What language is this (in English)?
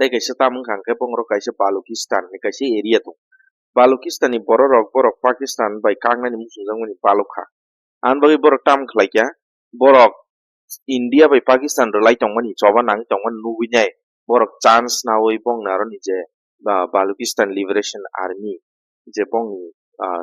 Kok Borok